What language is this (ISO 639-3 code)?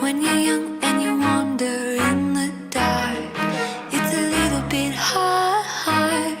kaa